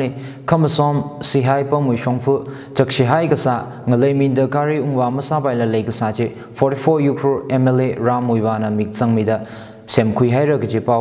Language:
Tangkhul Naga (India)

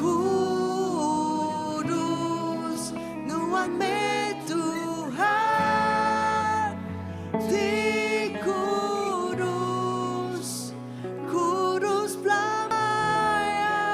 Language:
Iban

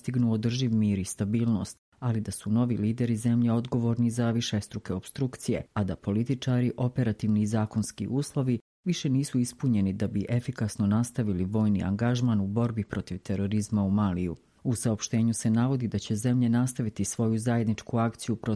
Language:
Bosnian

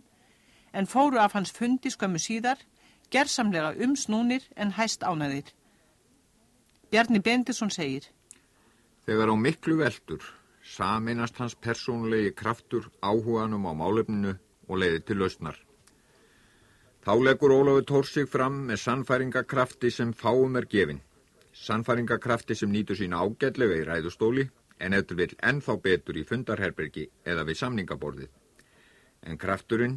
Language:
Icelandic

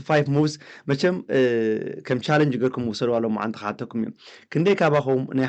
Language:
Tigrinya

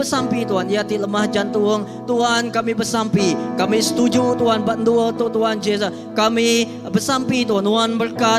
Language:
Iban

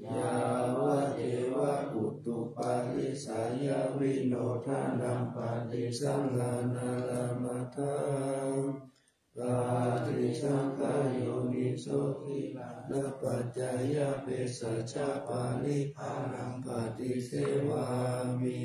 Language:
Pali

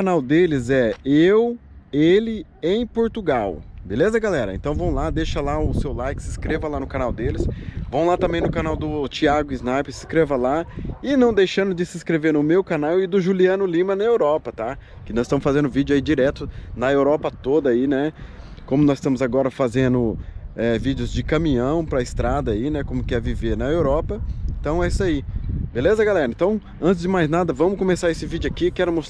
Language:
Portuguese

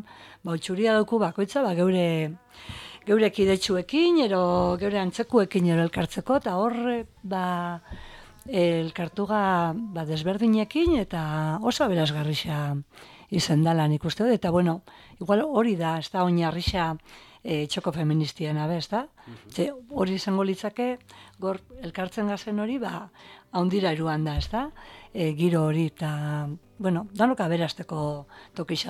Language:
Basque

